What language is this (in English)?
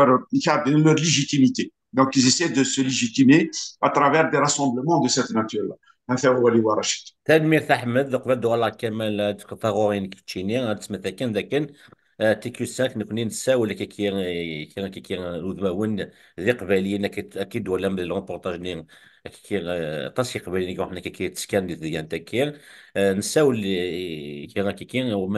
Kabyle